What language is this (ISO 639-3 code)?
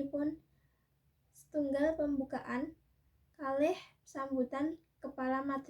jav